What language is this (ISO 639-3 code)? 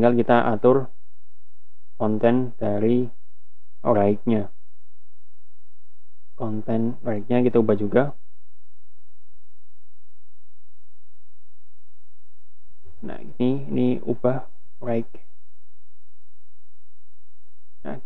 ind